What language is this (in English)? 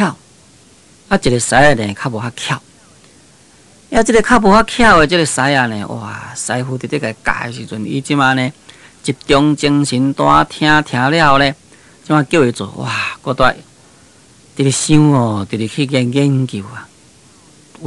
Min Nan Chinese